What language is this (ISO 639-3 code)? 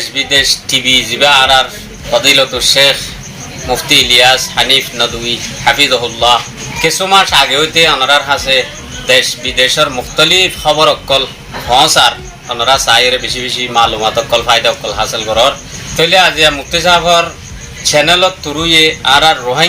rhg